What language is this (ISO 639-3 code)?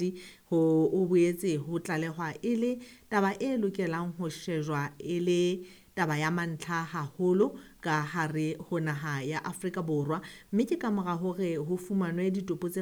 sot